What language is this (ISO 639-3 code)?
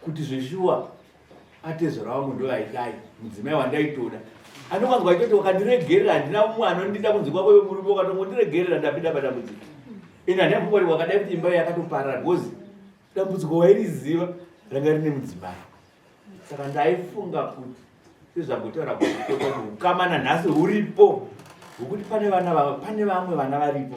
sna